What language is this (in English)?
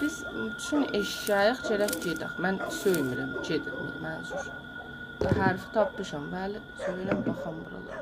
South Azerbaijani